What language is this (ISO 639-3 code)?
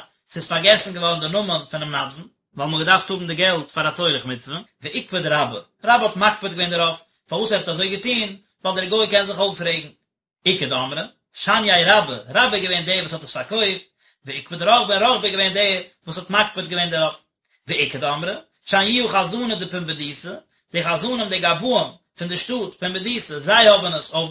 yid